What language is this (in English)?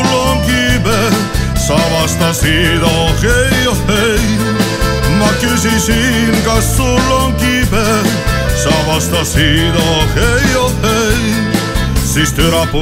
Estonian